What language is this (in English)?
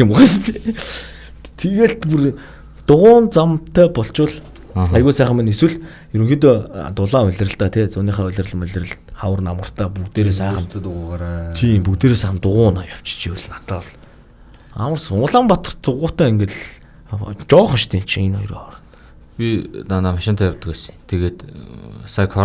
Mongolian